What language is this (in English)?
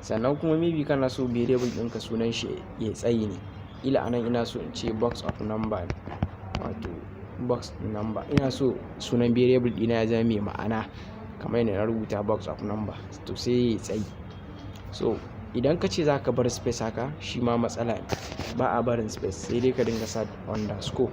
Hausa